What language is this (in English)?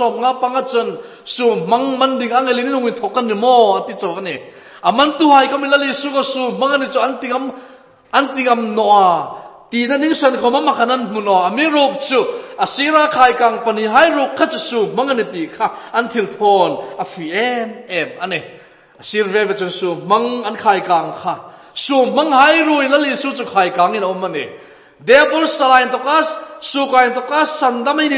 Hmar